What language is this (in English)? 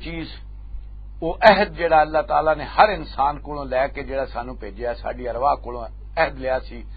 Western Panjabi